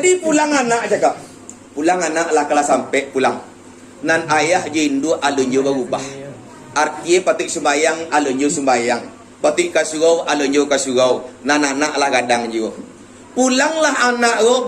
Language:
Minangkabau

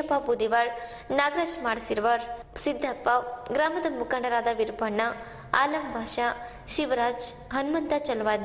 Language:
Kannada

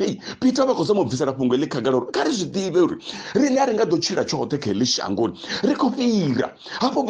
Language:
Venda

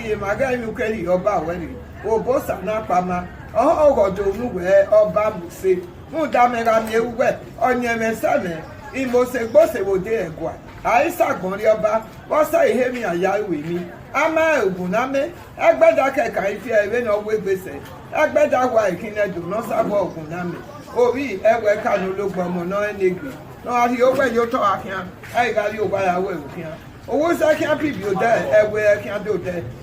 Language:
Bini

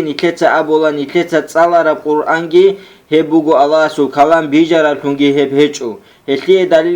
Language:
Avaric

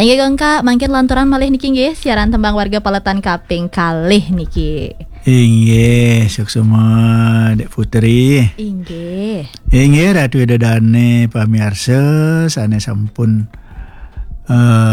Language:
Balinese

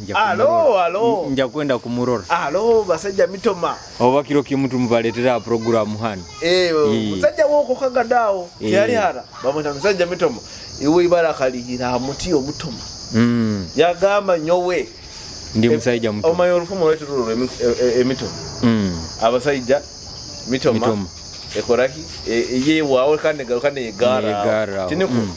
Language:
Nyoro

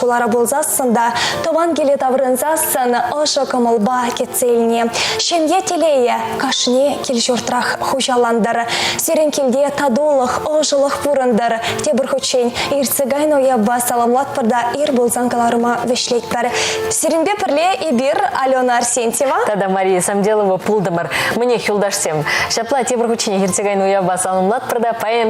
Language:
Chuvash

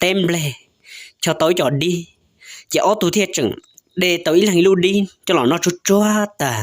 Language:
Hmong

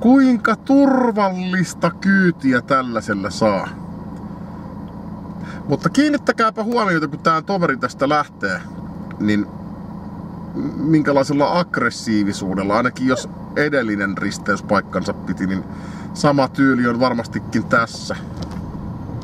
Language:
Finnish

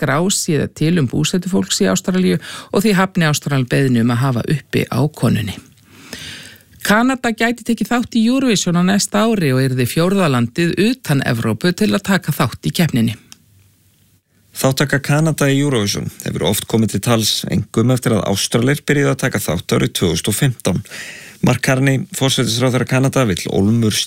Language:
Icelandic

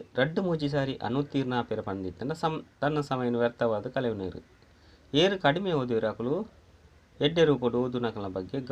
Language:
Tulu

